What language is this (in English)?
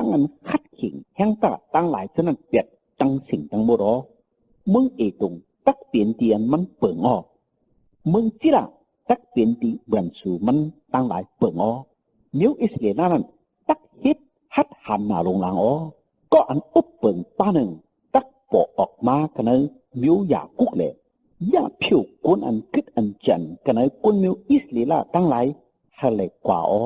Shan